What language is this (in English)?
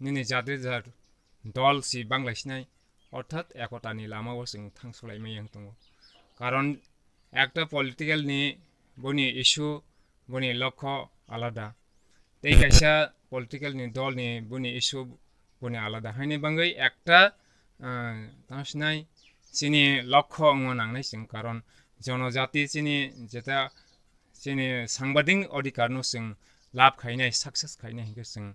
Kok Borok